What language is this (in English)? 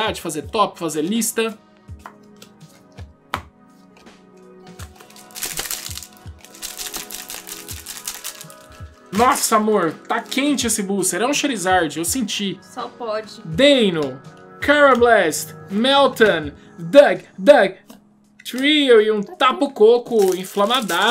Portuguese